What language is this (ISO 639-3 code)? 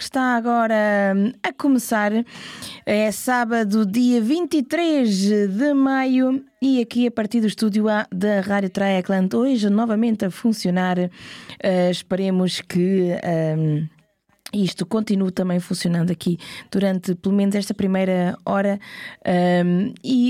por